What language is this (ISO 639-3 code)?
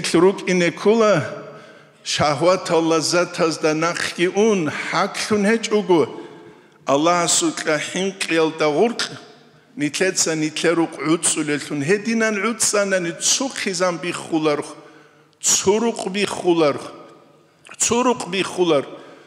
ava